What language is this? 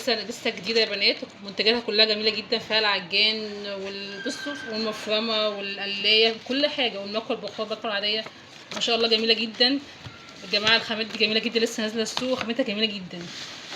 Egyptian Arabic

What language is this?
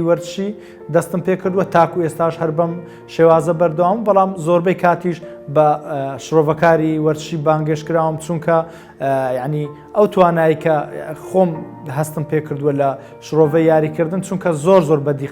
Central Kurdish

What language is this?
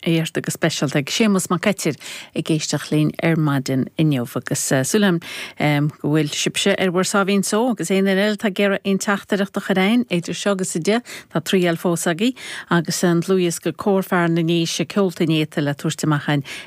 Irish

